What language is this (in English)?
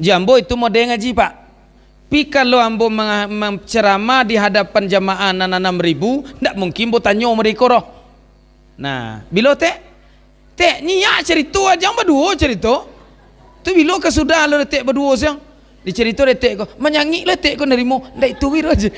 Minangkabau